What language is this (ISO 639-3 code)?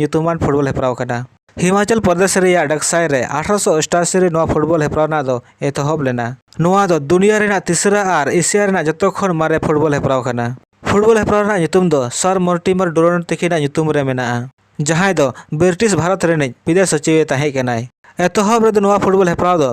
sat